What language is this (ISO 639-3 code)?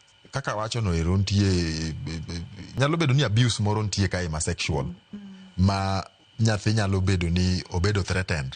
luo